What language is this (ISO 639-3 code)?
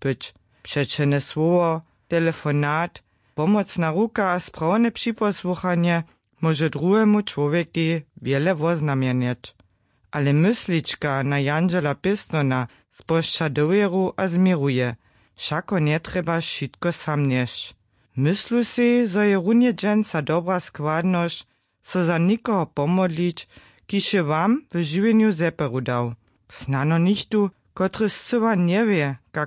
hsb